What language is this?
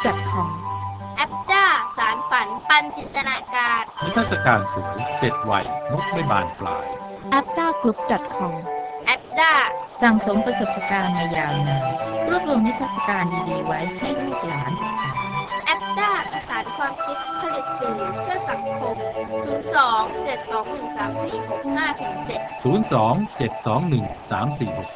Thai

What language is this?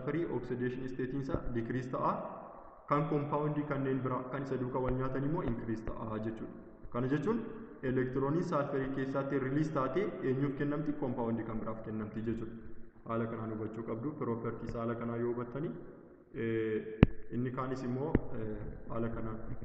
Oromo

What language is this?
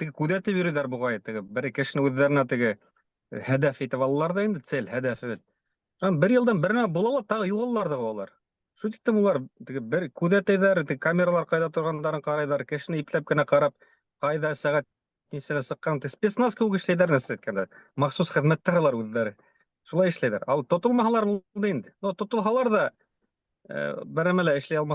Bashkir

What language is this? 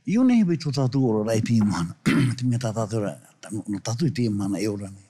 Tahitian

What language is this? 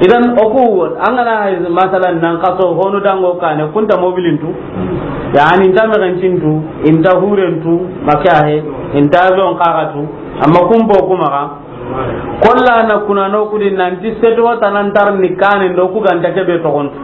Soninke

